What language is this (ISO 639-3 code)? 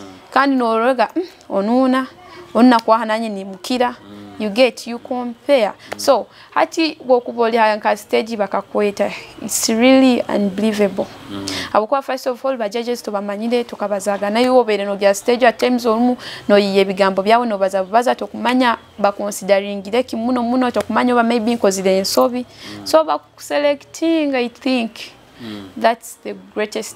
nyo